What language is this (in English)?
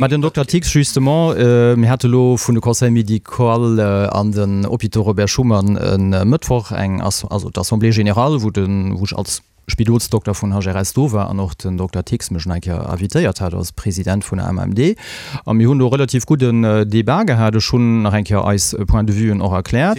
Luxembourgish